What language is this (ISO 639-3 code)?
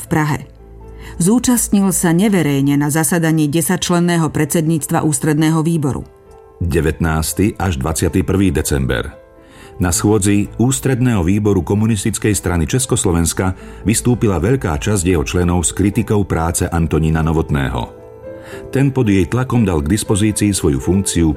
slk